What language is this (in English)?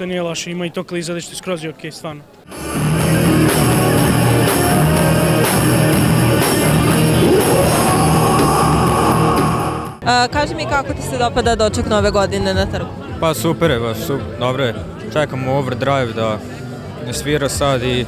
Serbian